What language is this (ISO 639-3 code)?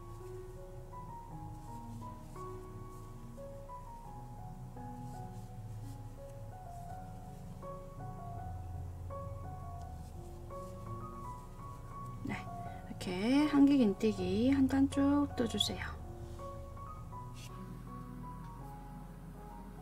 kor